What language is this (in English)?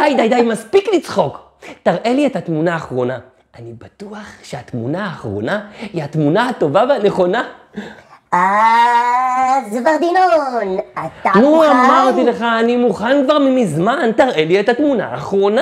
Hebrew